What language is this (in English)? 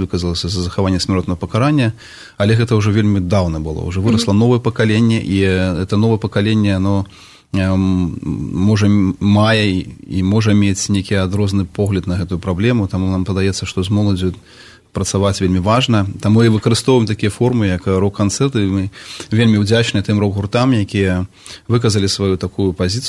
Belarusian